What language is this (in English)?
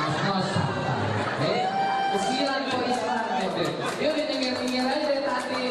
Betawi